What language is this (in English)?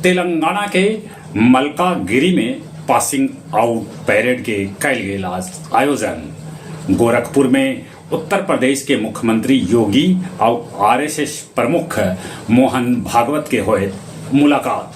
Magahi